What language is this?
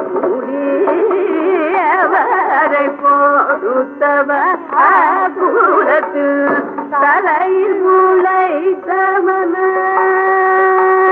Tamil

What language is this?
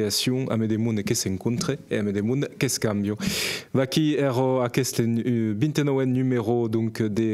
Occitan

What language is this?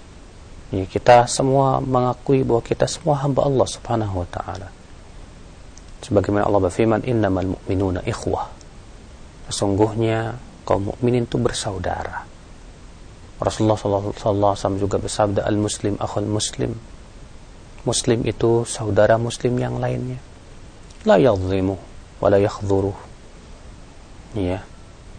Indonesian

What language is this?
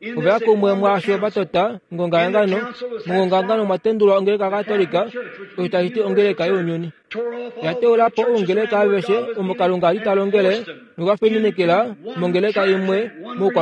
Kuanyama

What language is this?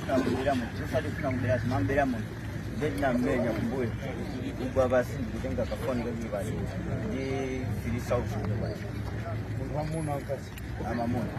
Nyanja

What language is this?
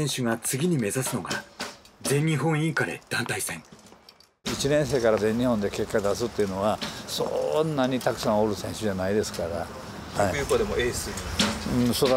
Japanese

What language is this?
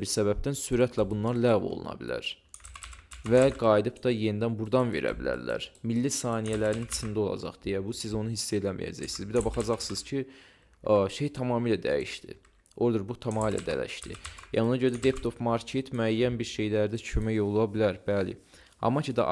Azerbaijani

